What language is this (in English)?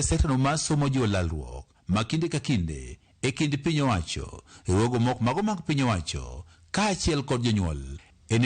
Luo (Kenya and Tanzania)